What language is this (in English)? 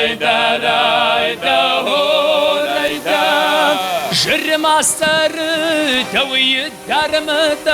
Kabardian